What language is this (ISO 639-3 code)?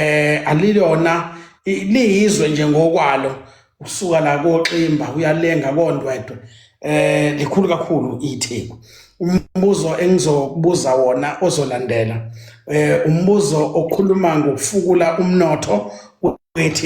zul